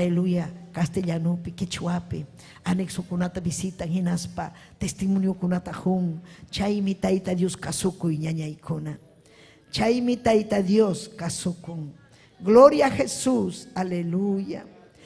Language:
Ayacucho Quechua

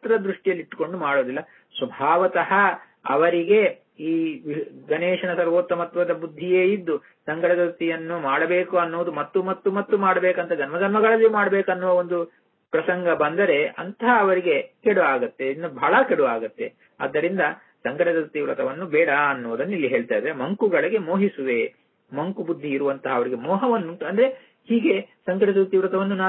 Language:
Kannada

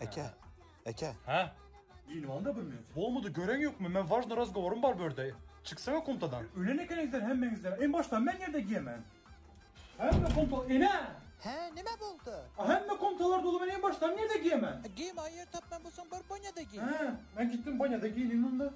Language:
Turkmen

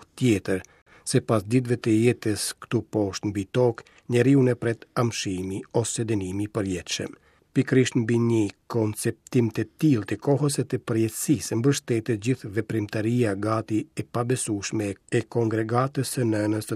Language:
Albanian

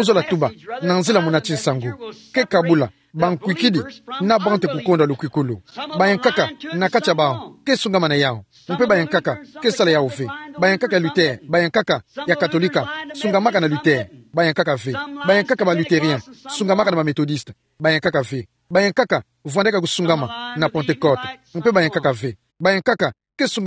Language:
Kituba (Democratic Republic of Congo)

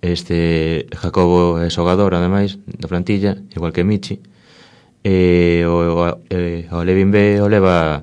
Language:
Galician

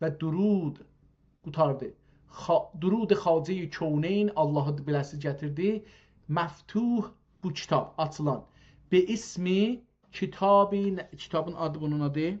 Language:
South Azerbaijani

